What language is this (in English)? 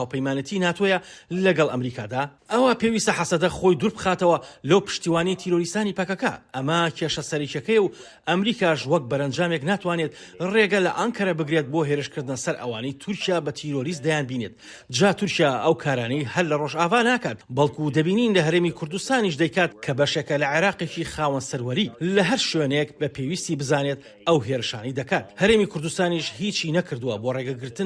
Central Kurdish